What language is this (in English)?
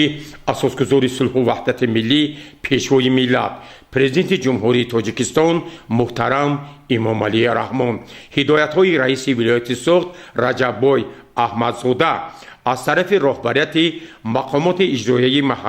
Tajik